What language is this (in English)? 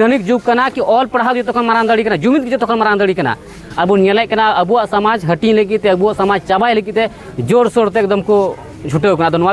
Santali